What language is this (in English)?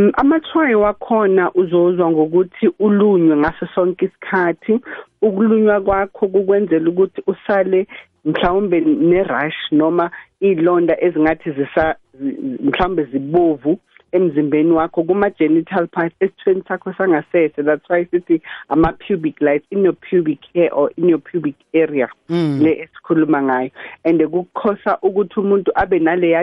South Ndebele